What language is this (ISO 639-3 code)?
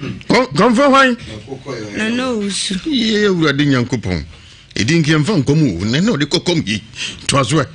aka